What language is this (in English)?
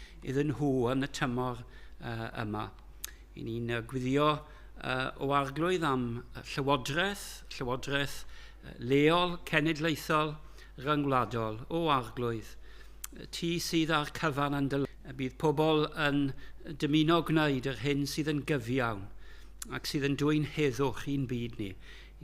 Welsh